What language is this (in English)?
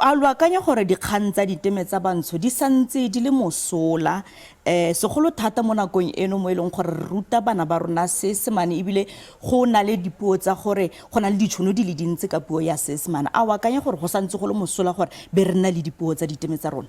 Tswana